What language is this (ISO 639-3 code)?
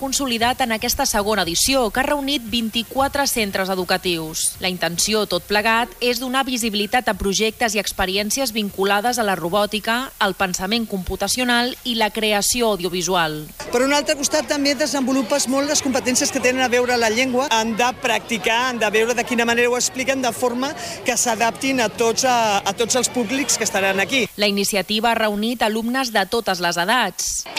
cat